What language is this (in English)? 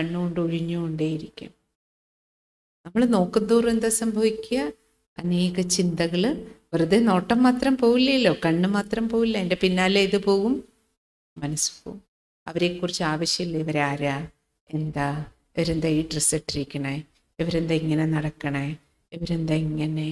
Malayalam